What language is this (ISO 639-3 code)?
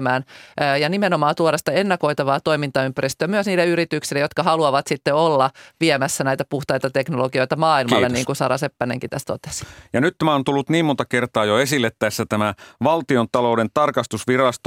fin